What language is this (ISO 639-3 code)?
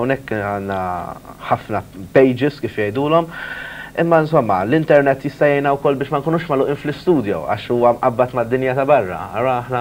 mlt